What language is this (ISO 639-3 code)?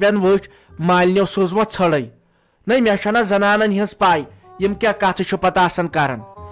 kas